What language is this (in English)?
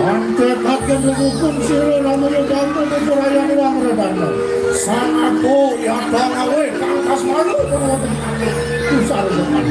Balinese